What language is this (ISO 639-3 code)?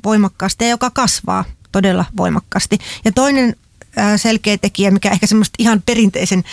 fin